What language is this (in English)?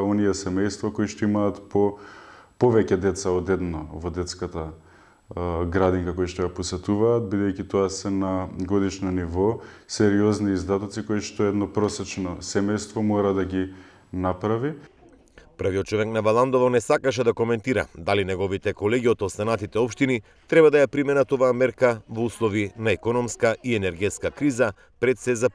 Macedonian